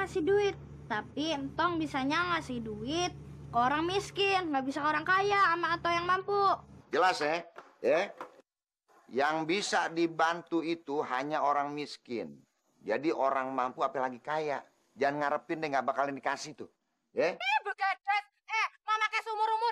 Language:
Betawi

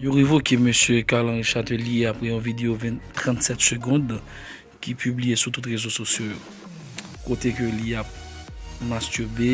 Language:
Haitian Creole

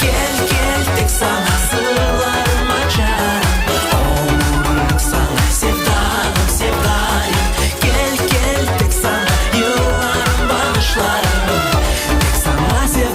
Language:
Crimean Tatar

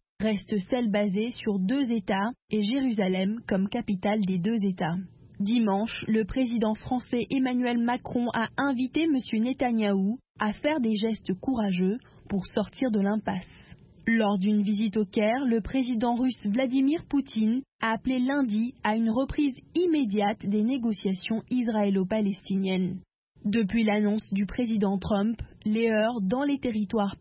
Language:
French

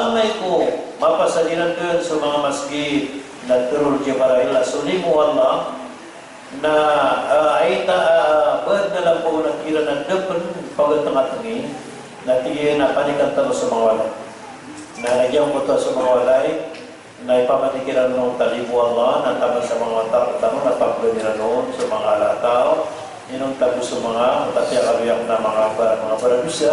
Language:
Maranao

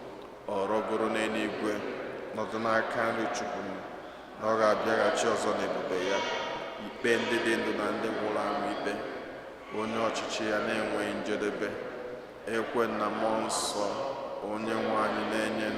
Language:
Igbo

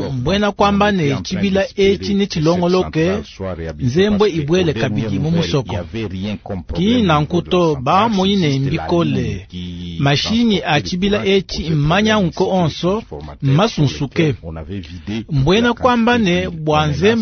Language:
Luba-Lulua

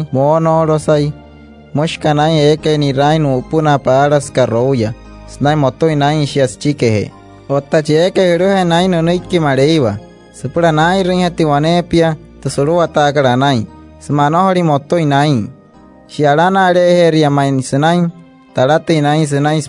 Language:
Wayuu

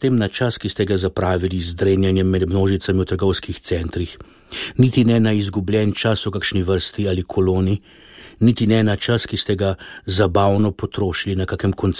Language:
Slovenian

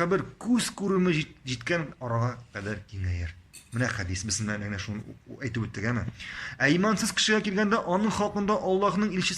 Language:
Tatar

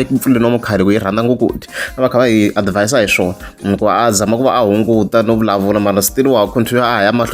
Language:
Tsonga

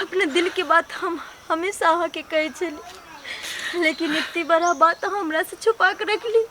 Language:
Maithili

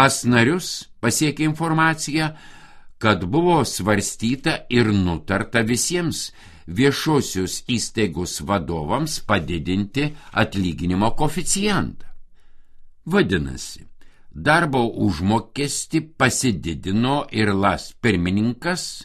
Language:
Lithuanian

